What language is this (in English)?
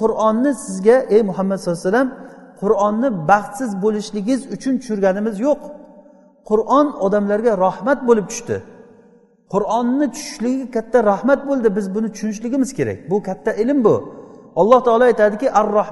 Uzbek